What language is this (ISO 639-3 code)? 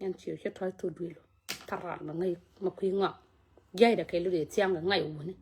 nus